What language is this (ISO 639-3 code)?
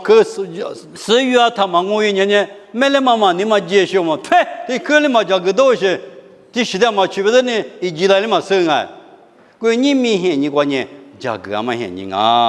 lis